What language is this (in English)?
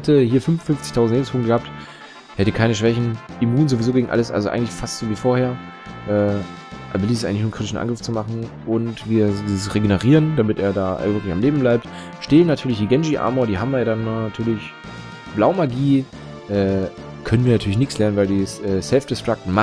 German